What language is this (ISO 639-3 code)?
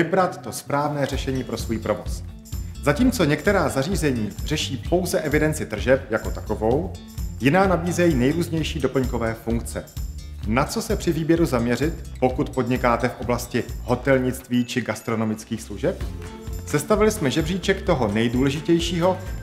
ces